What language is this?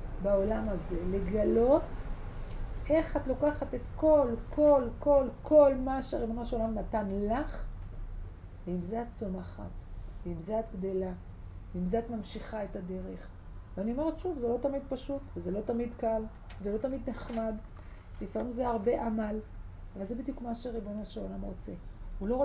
Hebrew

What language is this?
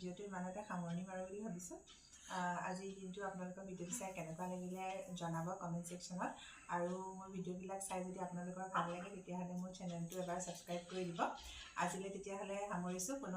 Assamese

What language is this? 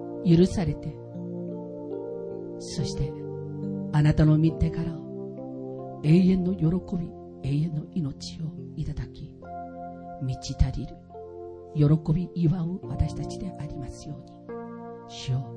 Japanese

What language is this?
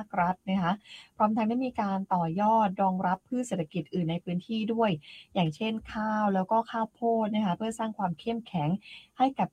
Thai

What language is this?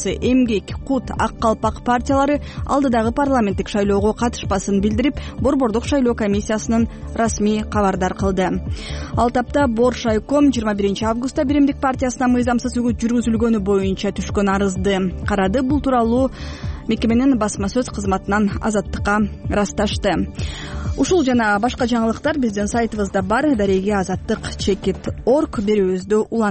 Kyrgyz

